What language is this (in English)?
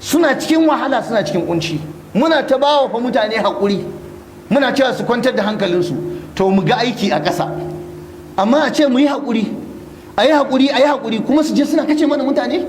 Hausa